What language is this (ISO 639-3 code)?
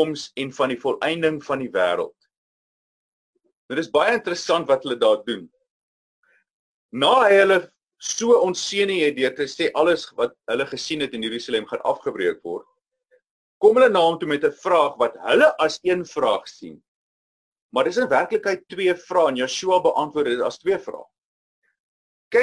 afr